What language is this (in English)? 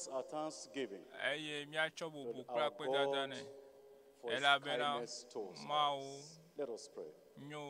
Ewe